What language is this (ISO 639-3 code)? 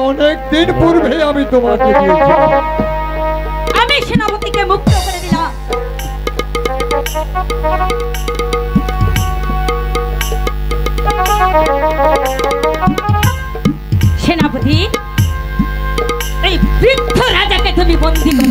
ben